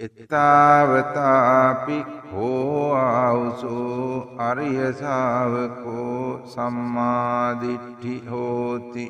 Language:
Sinhala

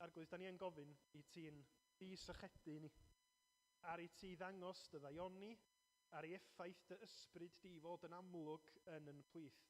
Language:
Welsh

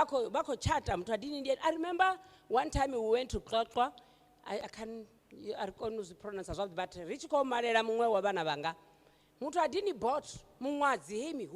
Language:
Venda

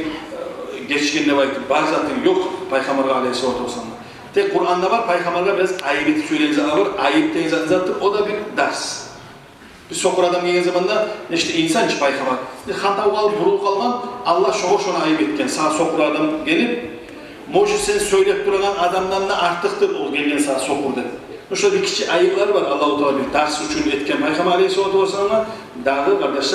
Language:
Kumyk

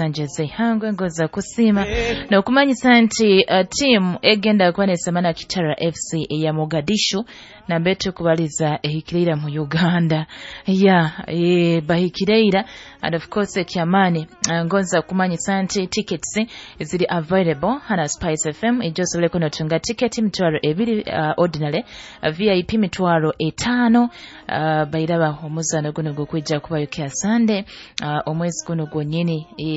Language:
Nyoro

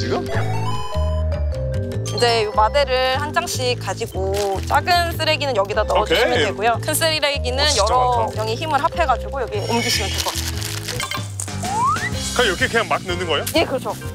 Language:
Korean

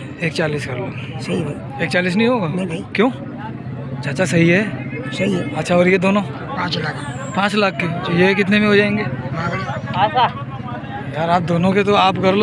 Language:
Hindi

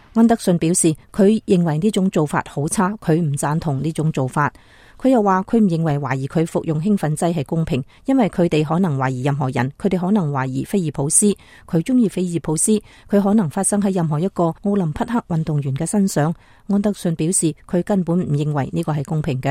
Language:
Cantonese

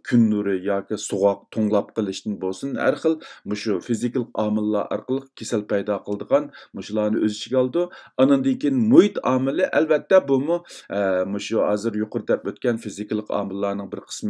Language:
Uyghur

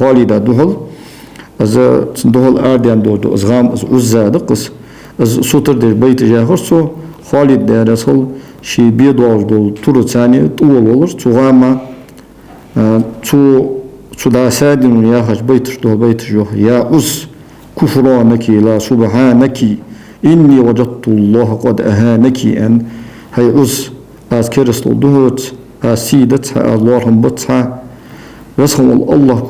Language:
Ingush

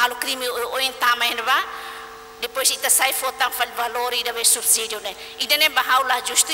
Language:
Tetum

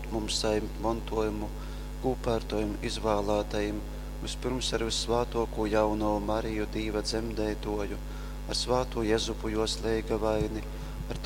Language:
Latgalian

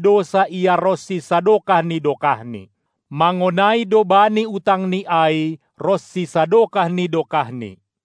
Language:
Batak Simalungun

